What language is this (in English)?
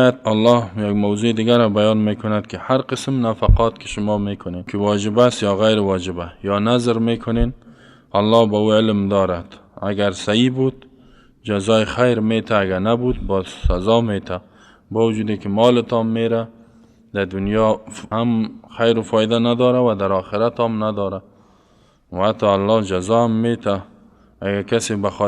Persian